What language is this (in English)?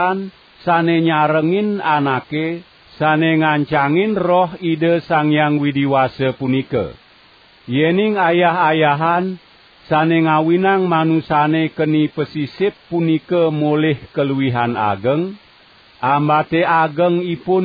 Balinese